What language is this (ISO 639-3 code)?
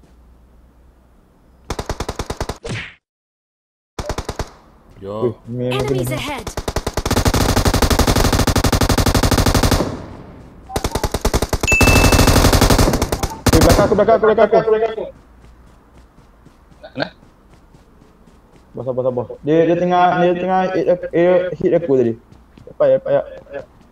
msa